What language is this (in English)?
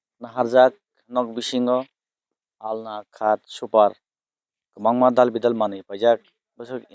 Kok Borok